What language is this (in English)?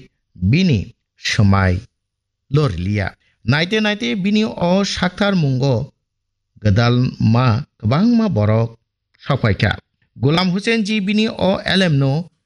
Kok Borok